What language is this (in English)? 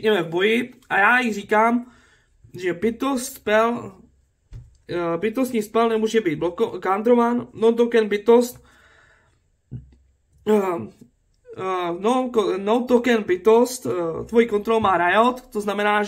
Czech